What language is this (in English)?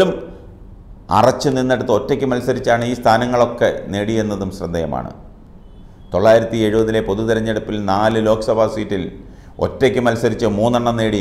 Malayalam